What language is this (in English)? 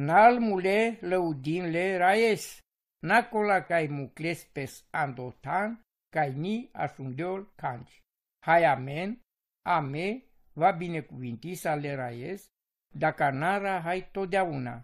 Romany